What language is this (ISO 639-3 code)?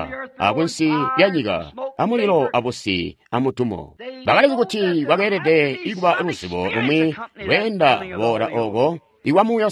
toi